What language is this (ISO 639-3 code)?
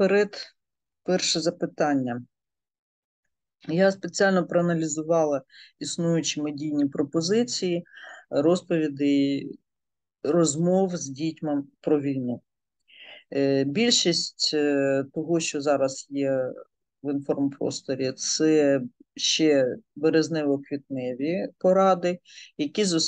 ukr